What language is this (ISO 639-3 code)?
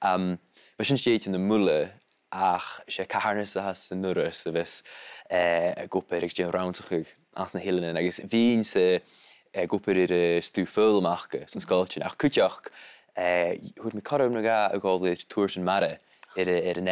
gla